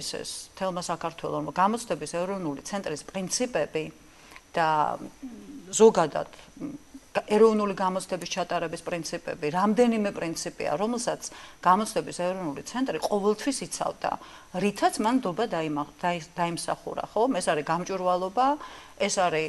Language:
Georgian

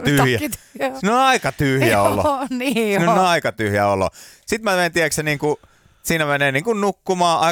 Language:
Finnish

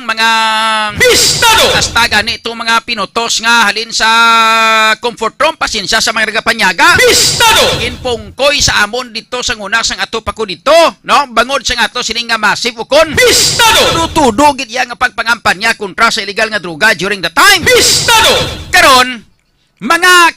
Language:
Hiligaynon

